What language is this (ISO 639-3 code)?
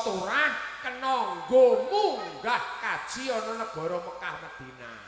jav